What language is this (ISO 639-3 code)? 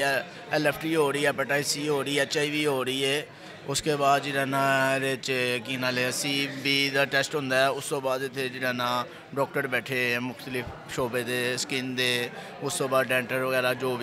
lah